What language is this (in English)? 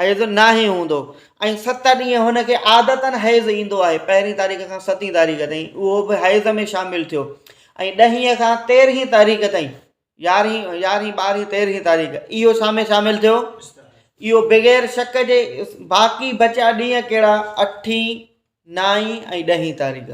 Sindhi